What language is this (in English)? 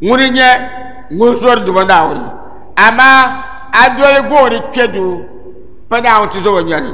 Dagbani